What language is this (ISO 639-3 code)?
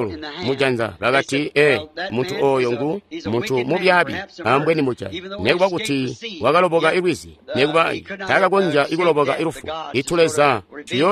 toi